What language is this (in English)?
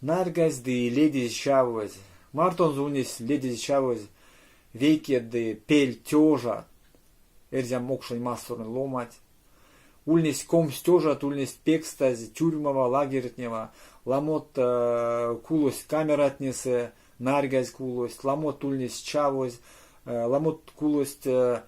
Erzya